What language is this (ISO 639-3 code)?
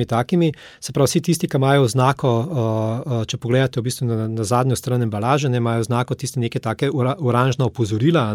slv